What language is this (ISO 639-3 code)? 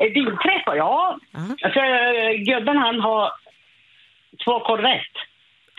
swe